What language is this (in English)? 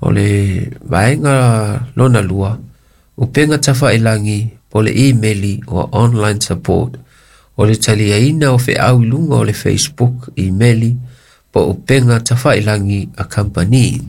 Samoan